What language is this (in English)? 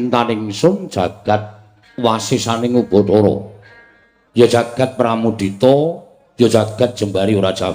Javanese